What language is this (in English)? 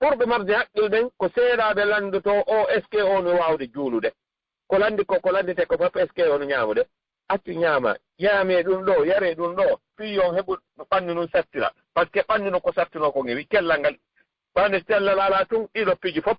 Fula